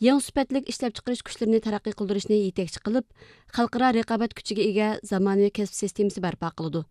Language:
Uyghur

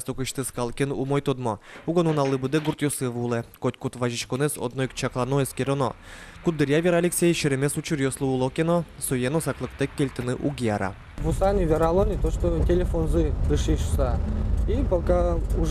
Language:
Udmurt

